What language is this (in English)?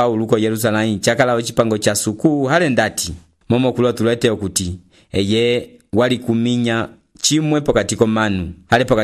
Umbundu